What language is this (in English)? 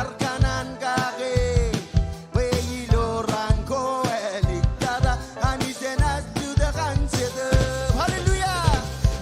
Marshallese